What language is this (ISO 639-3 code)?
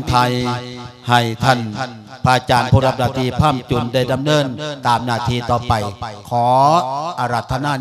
lao